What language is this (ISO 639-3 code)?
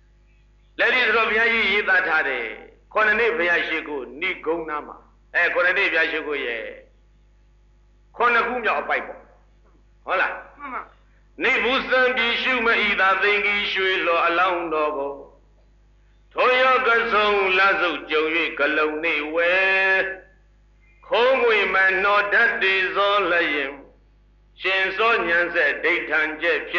mya